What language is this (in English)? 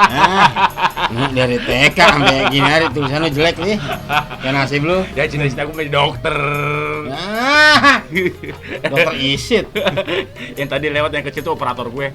Betawi